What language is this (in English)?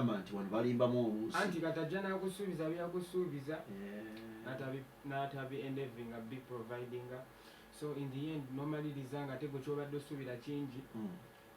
Ganda